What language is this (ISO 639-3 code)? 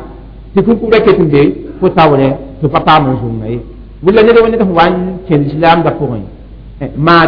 mos